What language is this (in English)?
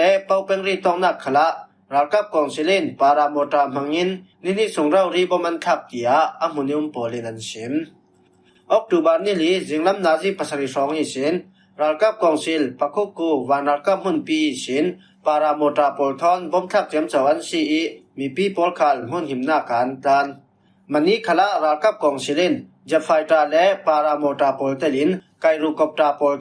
Falam Chin